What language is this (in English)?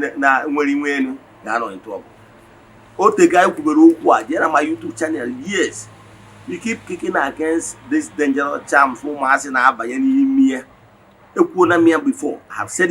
Igbo